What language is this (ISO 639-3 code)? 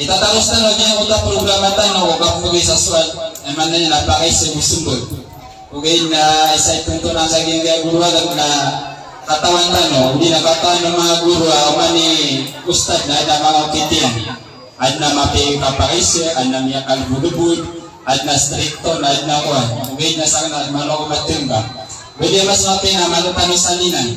mrw